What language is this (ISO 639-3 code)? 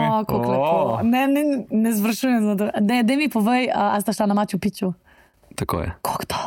slv